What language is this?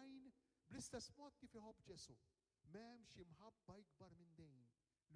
Maltese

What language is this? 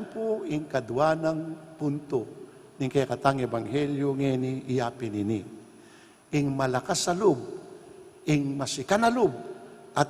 Pampanga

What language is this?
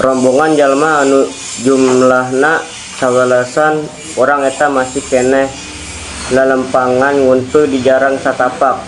Sundanese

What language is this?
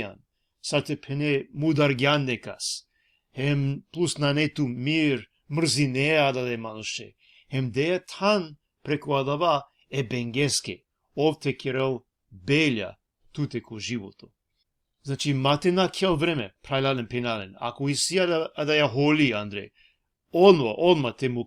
Balkan Romani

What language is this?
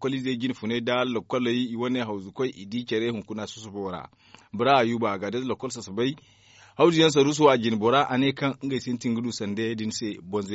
Zarma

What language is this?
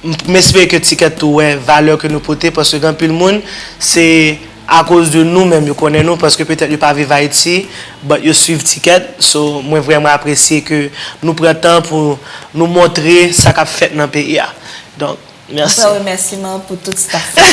Haitian Creole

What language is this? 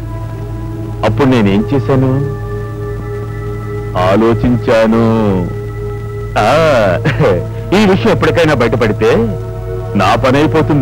Telugu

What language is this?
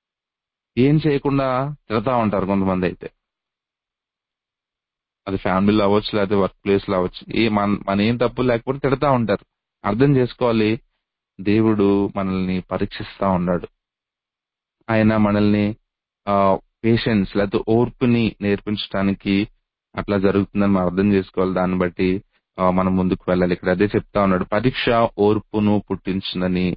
Telugu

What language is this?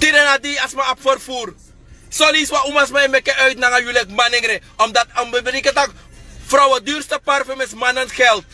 Sranan Tongo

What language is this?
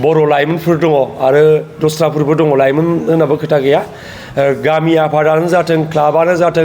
Bodo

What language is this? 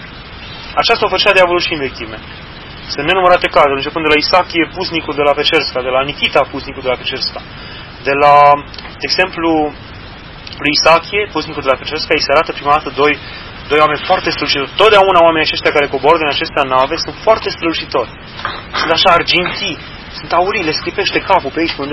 Romanian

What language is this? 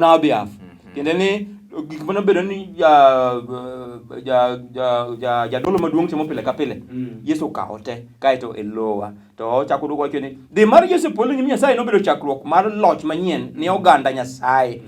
Luo (Kenya and Tanzania)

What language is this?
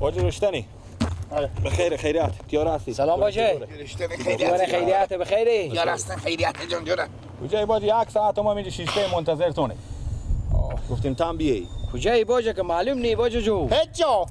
Persian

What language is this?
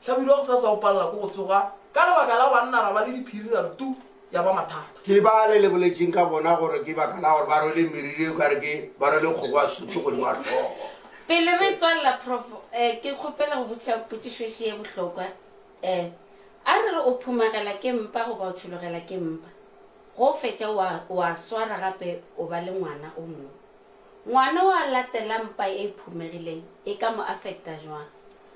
Northern Sotho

